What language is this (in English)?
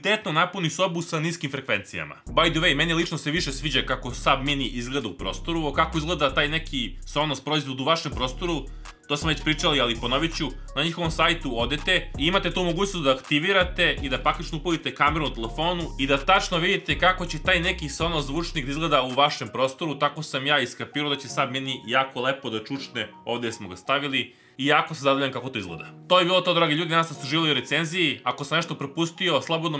Serbian